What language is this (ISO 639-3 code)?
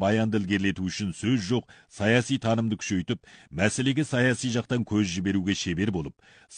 kaz